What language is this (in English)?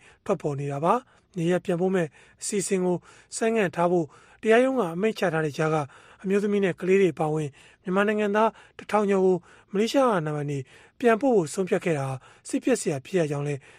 Burmese